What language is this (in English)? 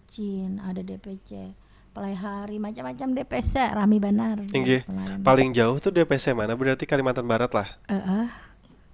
Banjar